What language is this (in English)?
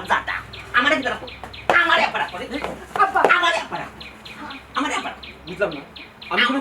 Sylheti